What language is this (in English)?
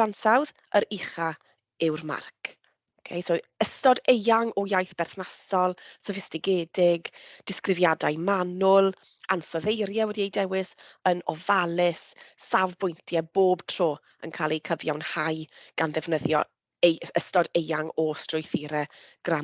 Welsh